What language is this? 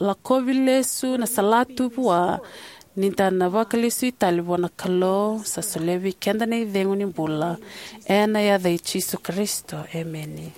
Fijian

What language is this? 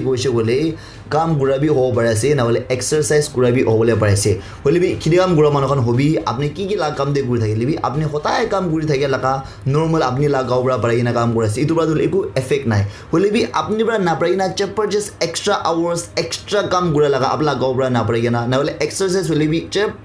Naga Pidgin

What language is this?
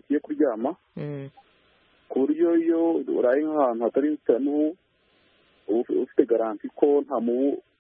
Kinyarwanda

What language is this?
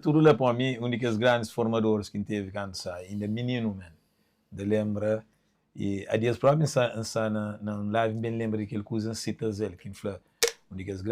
Kabuverdianu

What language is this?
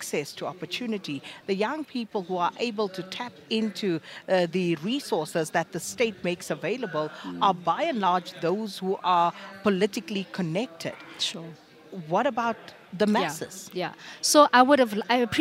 English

